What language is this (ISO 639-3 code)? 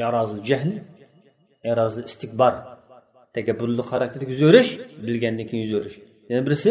uig